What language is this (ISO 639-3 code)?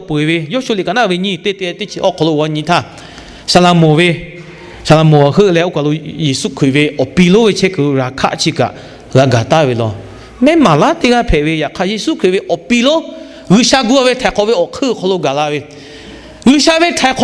lhu